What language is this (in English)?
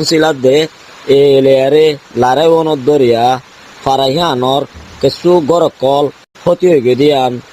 Rohingya